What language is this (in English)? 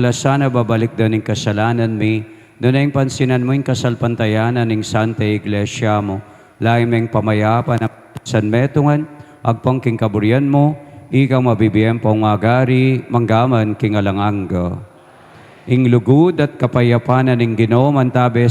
Pampanga